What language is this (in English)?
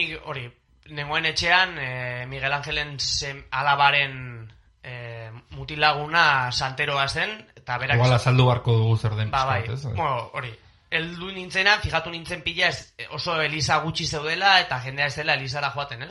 Basque